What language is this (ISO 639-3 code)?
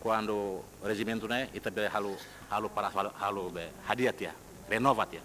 tet